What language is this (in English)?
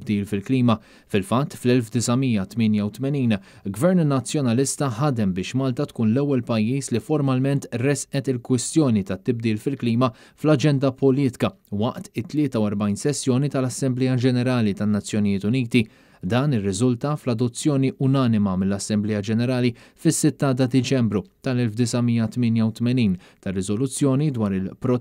Maltese